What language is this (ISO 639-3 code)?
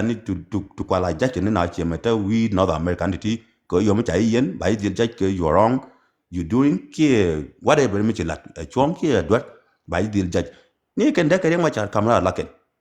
nus